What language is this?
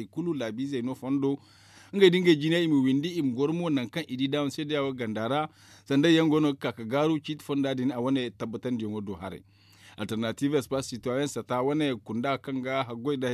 Zarma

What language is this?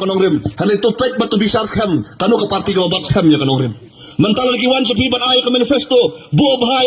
Khasi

